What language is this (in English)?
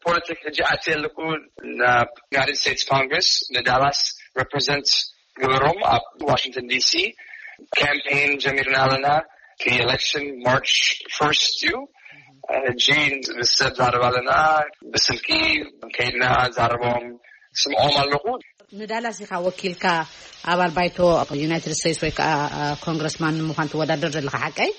Tigrinya